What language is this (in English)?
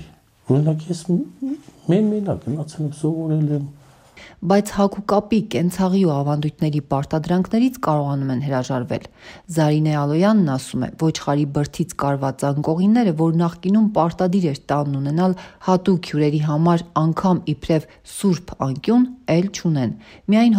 Armenian